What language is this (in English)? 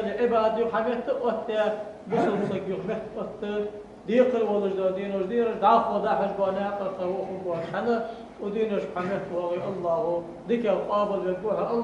Ingush